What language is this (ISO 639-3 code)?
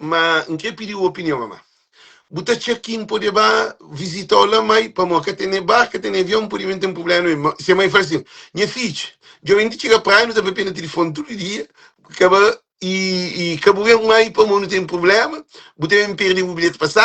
kea